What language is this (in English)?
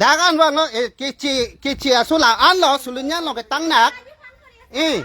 Karbi